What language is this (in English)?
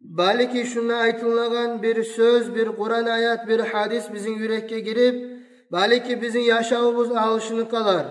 Kumyk